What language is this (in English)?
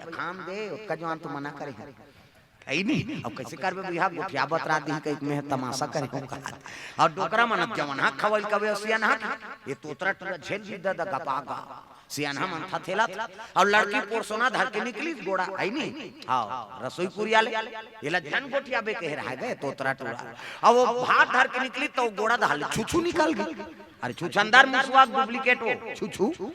Chhattisgarhi